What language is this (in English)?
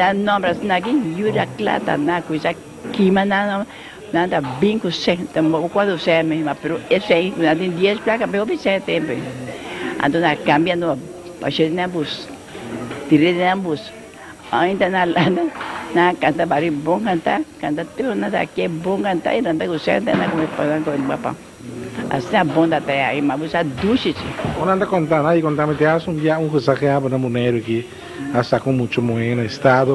Papiamento